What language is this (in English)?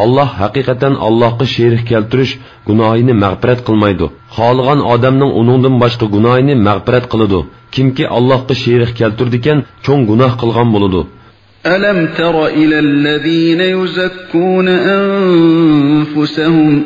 Uyghur